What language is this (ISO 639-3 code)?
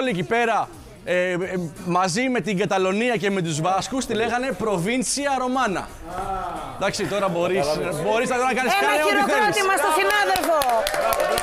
ell